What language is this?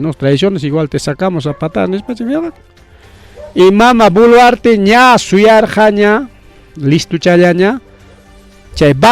Ayacucho Quechua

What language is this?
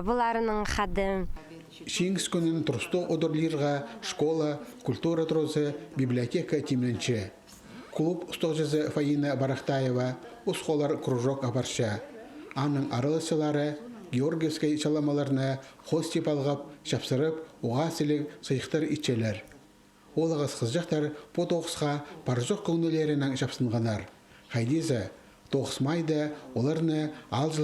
Khakas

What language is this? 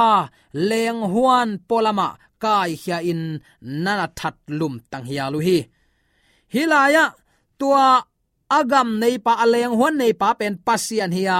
Tedim Chin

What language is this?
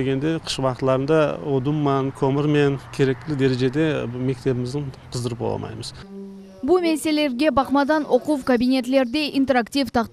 Crimean Tatar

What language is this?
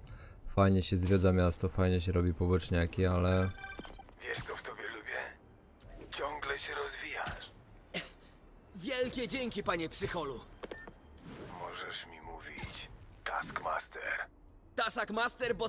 Polish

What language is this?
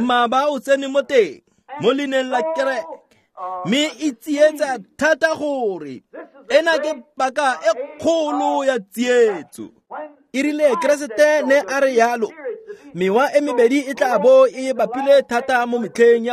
Tswana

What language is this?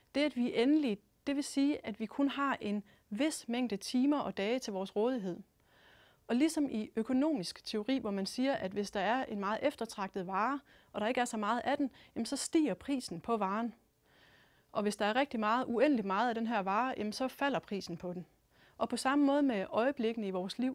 Danish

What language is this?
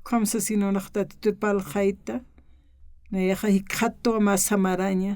Aymara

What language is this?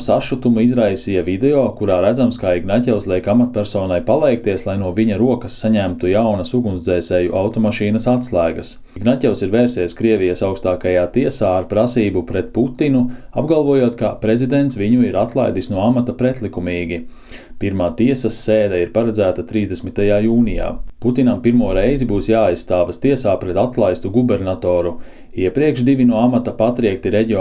Latvian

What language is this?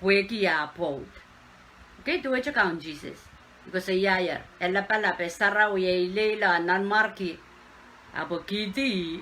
Pohnpeian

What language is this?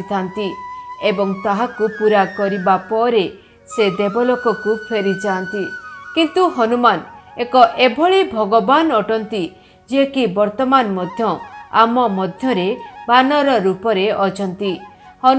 Odia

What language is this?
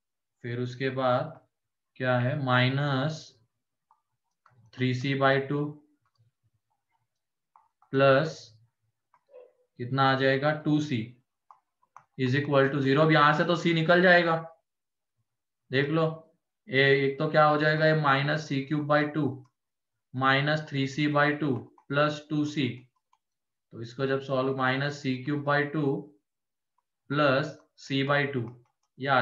Hindi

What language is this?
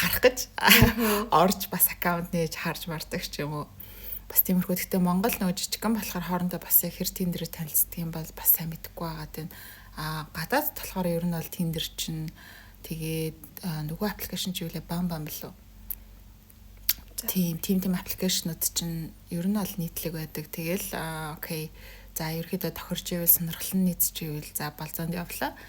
Mongolian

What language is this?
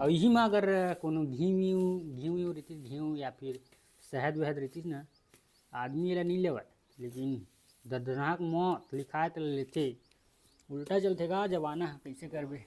Chhattisgarhi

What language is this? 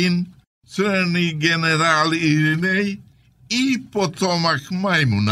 Serbian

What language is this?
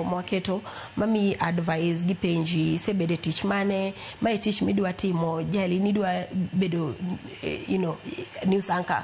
Luo (Kenya and Tanzania)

